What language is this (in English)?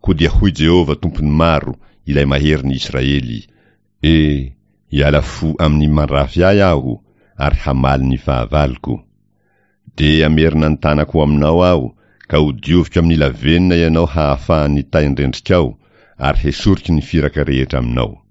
Malagasy